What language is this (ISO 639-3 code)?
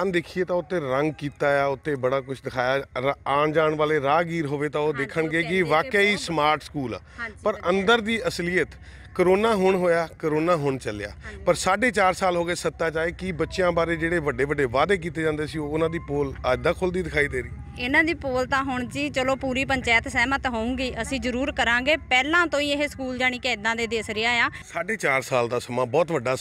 pan